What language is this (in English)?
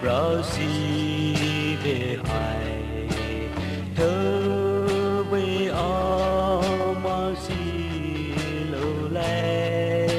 Poumei Naga